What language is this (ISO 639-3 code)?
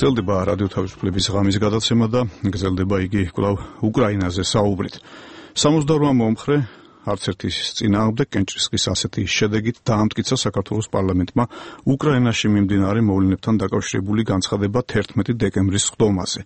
kat